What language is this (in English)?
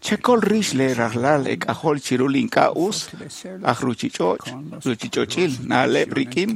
Kekchí